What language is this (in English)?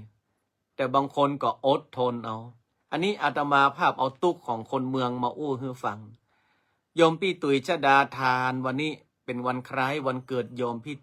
Northern Thai